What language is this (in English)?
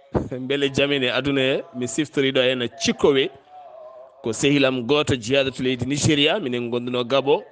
Fula